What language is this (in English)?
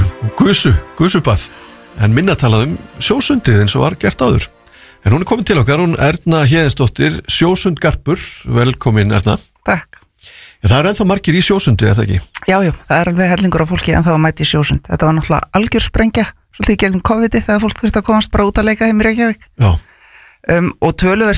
Icelandic